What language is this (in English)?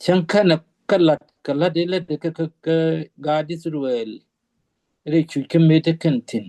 Nuer